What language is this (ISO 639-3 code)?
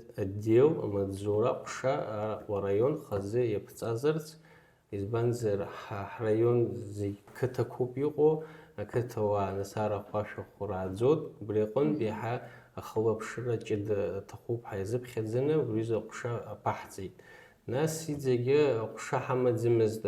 abk